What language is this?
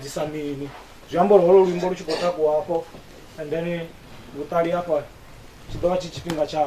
Venda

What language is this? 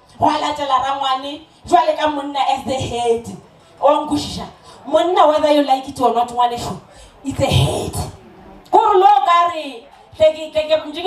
Northern Sotho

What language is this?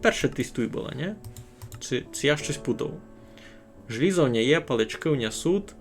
Rusyn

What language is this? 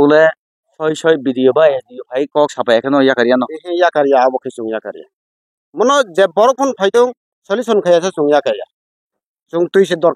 Kok Borok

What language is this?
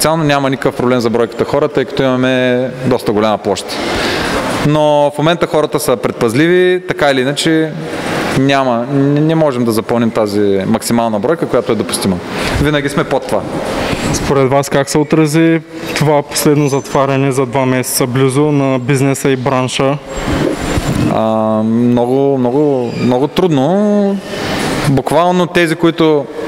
Bulgarian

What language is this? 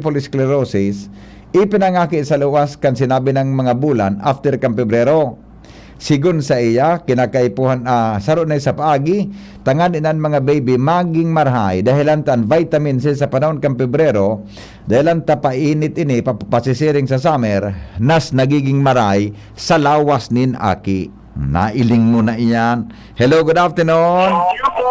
Bikol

